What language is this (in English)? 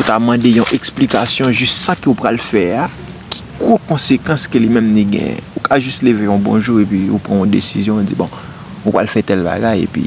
Haitian Creole